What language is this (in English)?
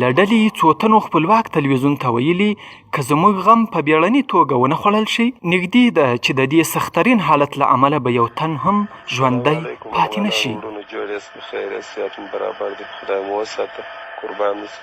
Pashto